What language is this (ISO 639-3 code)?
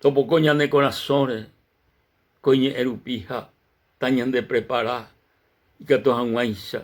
grn